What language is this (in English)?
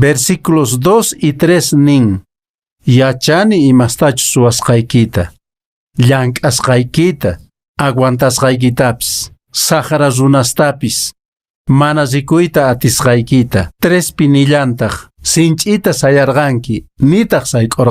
Quechua